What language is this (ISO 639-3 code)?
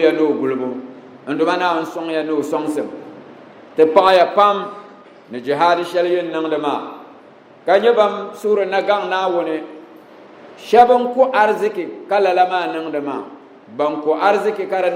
dag